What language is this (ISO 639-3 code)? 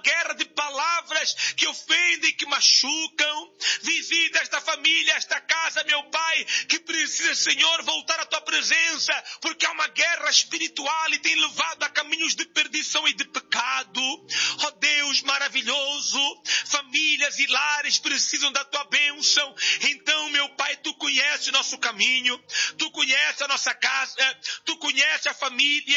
por